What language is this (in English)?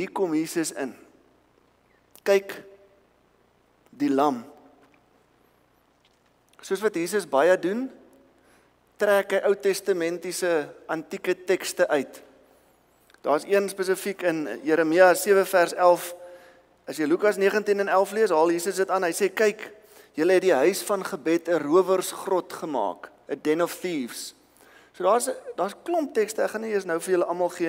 Afrikaans